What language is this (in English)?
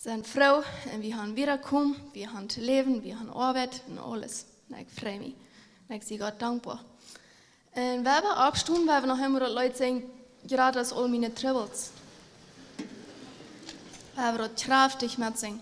Plautdietsch